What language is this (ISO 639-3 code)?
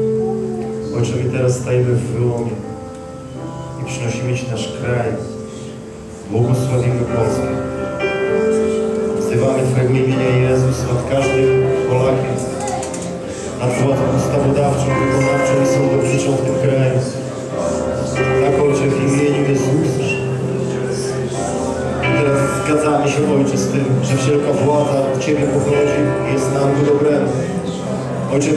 pol